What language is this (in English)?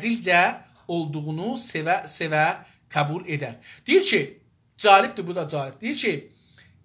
South Azerbaijani